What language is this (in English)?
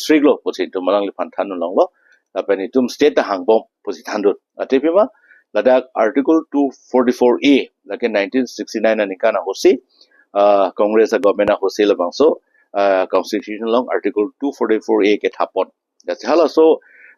Karbi